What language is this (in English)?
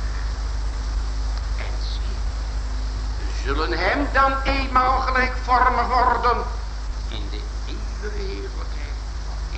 Dutch